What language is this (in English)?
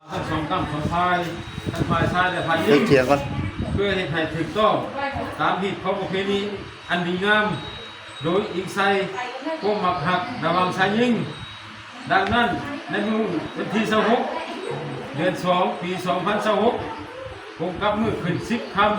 Lao